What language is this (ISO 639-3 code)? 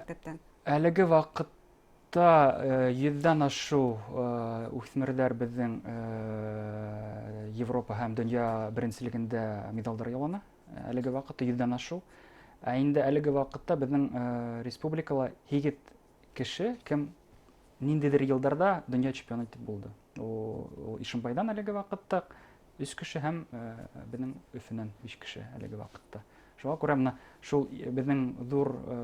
bak